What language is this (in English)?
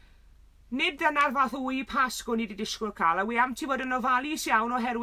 Welsh